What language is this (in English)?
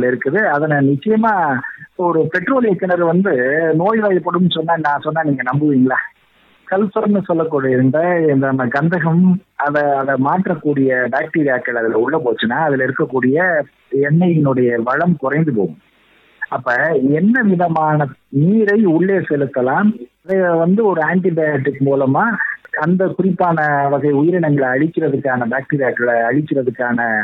Tamil